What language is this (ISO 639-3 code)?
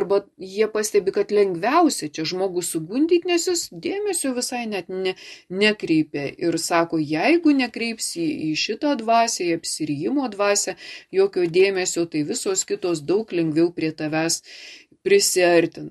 lit